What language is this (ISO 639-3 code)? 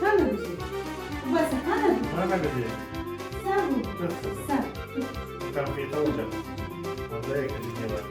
crh